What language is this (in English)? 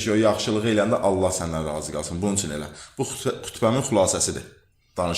Azerbaijani